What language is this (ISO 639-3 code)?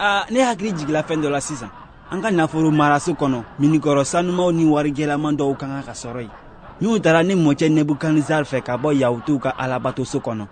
bam